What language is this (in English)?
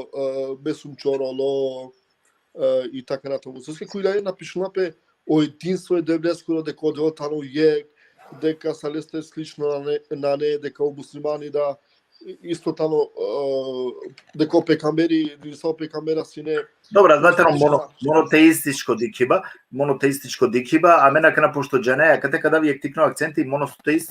Balkan Romani